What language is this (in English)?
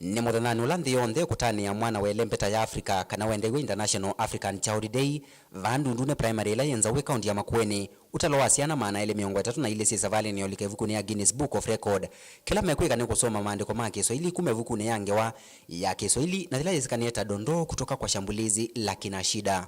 Kamba